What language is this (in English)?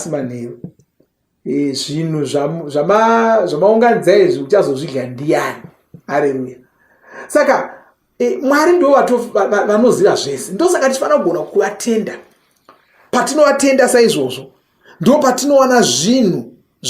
Shona